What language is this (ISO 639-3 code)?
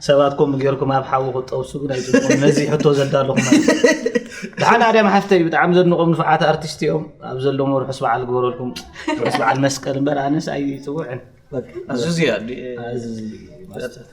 tir